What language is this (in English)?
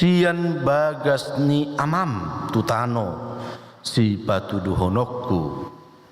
Batak Toba